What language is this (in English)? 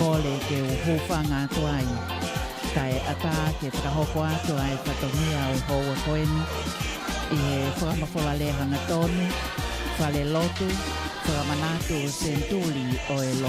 Tongan